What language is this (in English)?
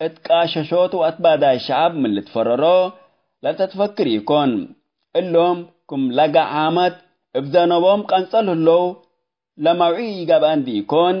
Tigre